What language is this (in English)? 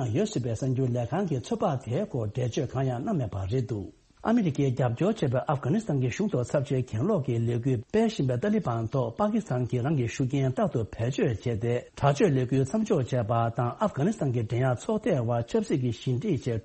Tibetan